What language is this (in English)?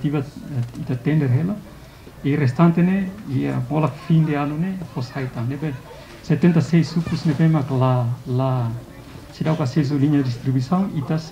Tetum